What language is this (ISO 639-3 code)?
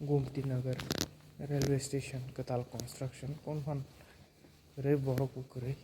trp